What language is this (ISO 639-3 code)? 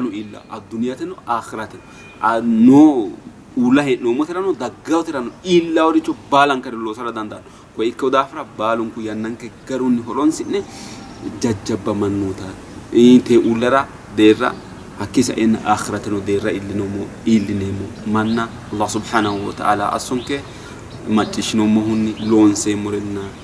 sid